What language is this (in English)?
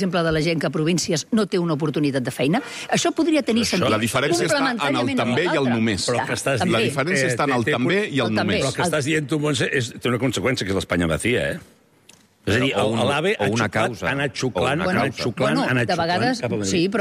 Catalan